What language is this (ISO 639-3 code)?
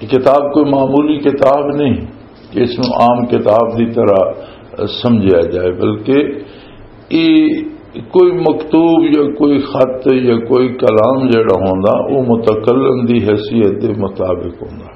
lah